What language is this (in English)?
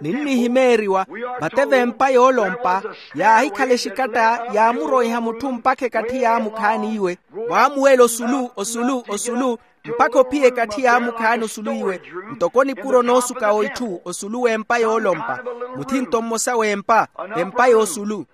Makhuwa